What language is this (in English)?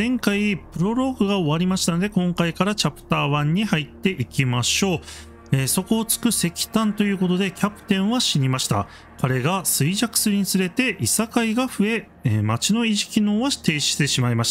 Japanese